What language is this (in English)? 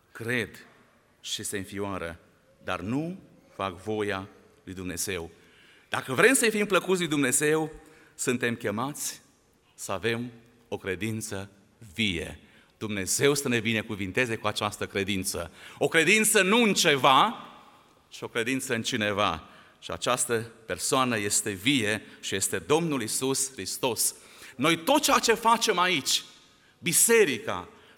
Romanian